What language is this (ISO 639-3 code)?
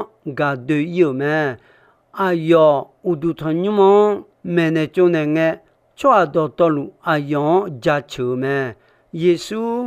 ahk